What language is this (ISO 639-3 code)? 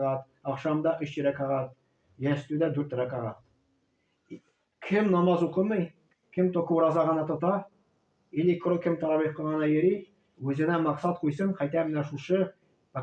tat